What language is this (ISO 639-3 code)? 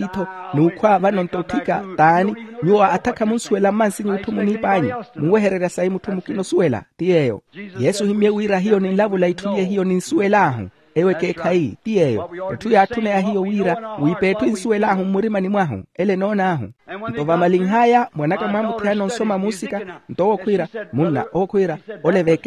vmw